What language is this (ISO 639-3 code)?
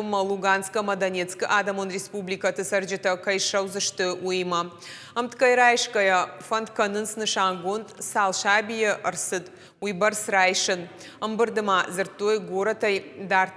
oss